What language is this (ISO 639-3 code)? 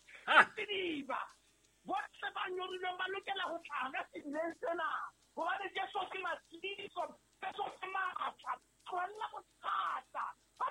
sot